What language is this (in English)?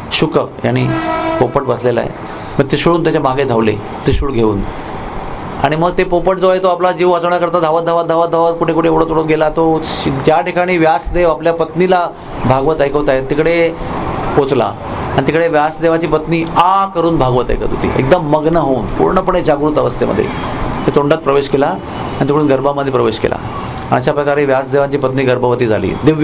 Marathi